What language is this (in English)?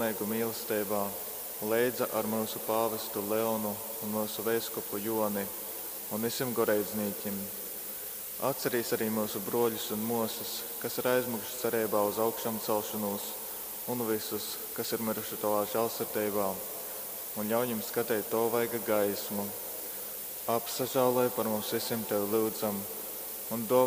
Latgalian